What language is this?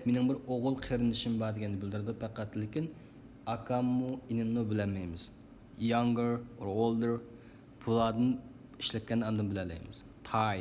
Uyghur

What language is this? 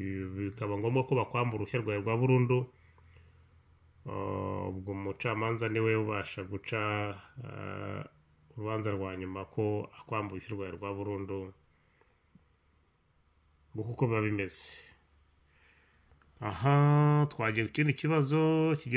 Kinyarwanda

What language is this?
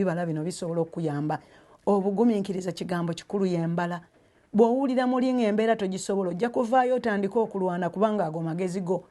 Ganda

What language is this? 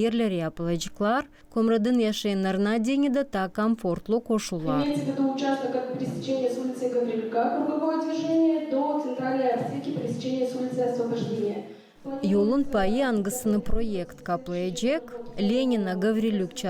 Gagauz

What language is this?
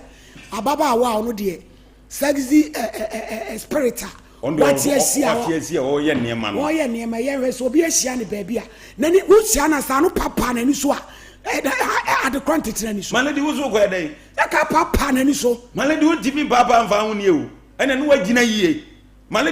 Akan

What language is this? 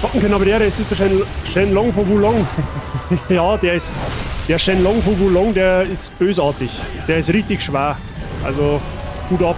Bavarian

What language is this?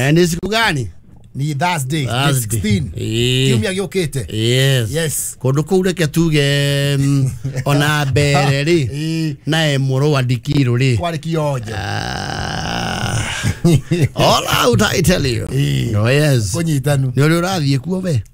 Kikuyu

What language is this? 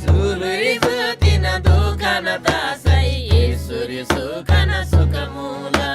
Eastern Tamang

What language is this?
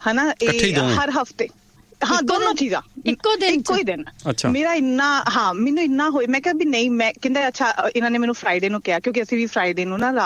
Punjabi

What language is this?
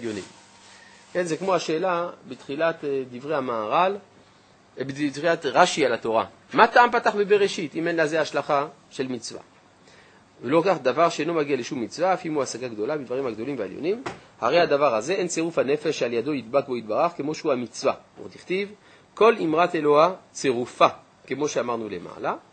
Hebrew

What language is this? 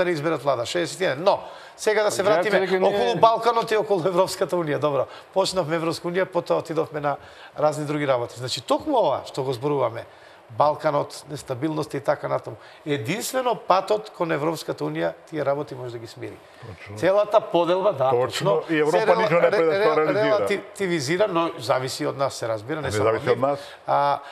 Macedonian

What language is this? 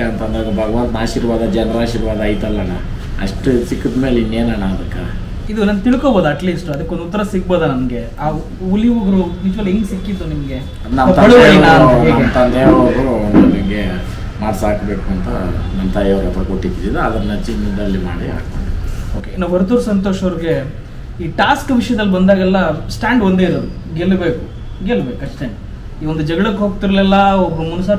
Kannada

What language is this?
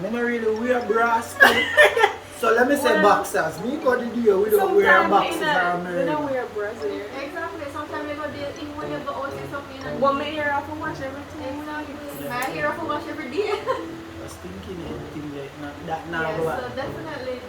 Jamaican Creole English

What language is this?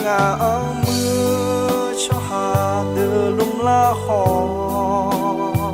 Akha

